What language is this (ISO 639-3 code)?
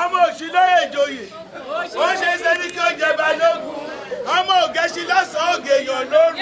yor